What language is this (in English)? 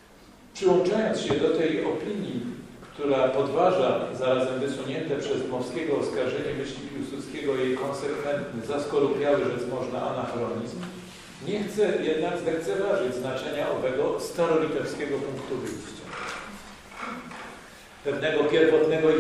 Polish